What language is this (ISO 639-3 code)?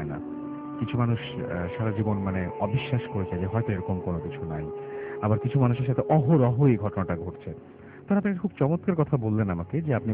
ben